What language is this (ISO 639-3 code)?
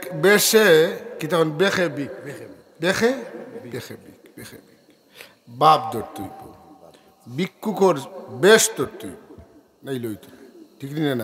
syl